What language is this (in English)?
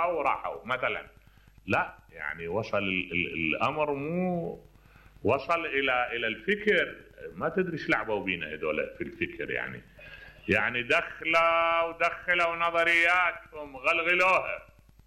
Mesopotamian Arabic